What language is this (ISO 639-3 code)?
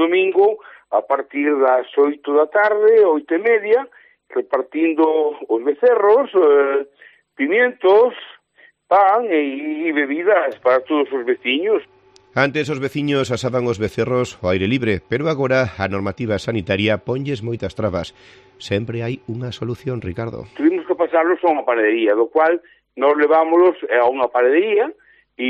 glg